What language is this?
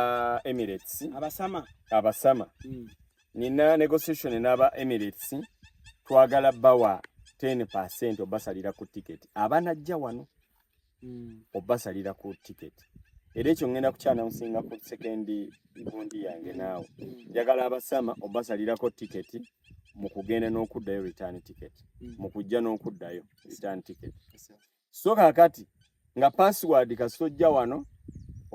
Ganda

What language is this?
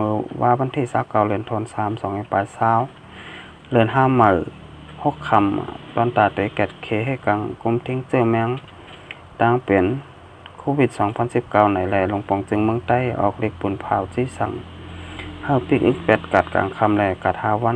Shan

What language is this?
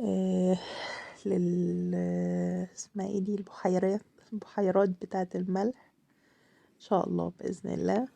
Egyptian Arabic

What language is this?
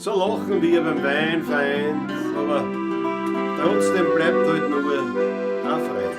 Bavarian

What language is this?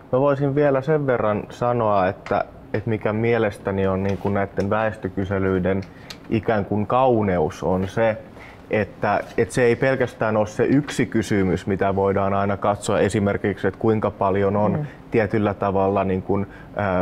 Finnish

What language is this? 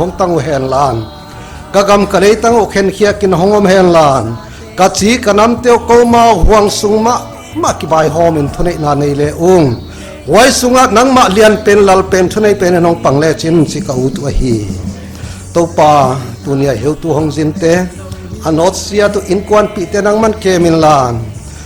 Paite Chin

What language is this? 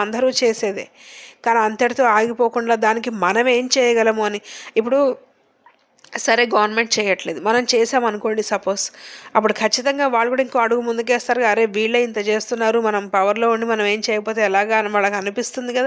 Telugu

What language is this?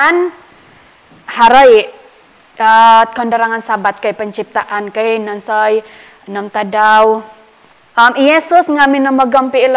Central Dusun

